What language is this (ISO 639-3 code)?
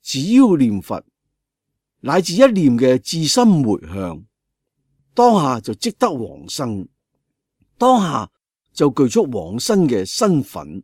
yue